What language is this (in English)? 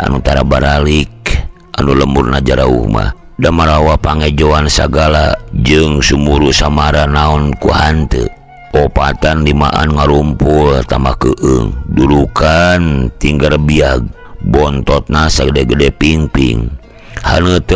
Sundanese